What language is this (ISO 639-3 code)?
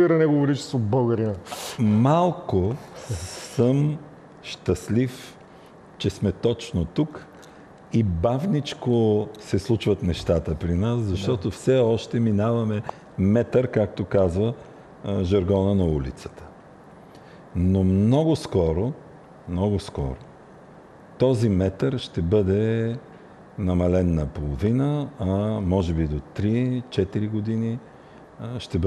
bul